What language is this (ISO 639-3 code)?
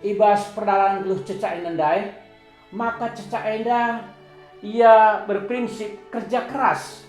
btx